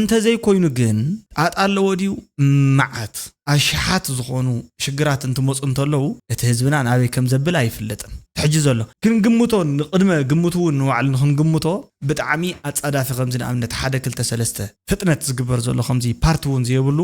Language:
Tigrinya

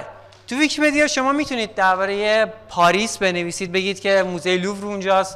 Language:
Persian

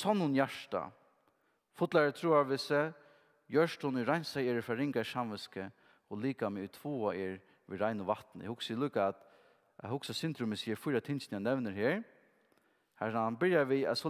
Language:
Faroese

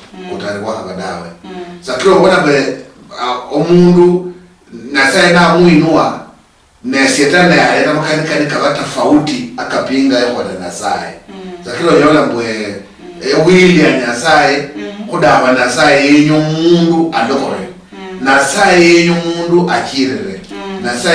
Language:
Luyia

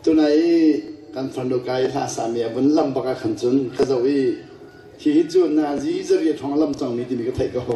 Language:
Hakha Chin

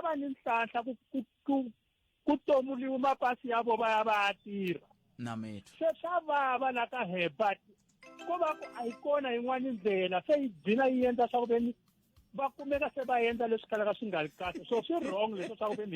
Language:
Tsonga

